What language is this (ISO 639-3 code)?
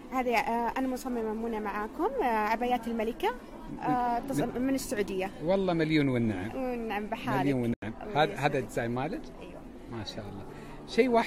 afb